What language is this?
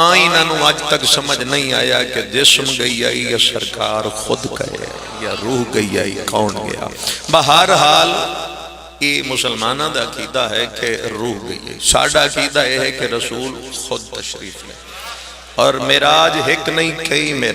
Pahari-Potwari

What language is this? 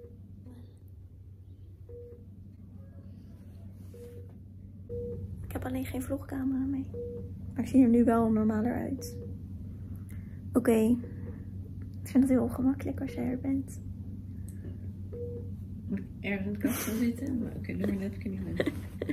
Dutch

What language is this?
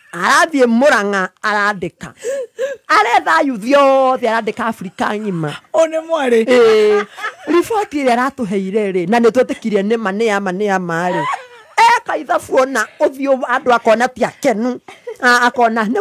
Kikuyu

